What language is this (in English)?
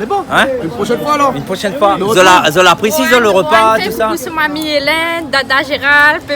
Réunion Creole French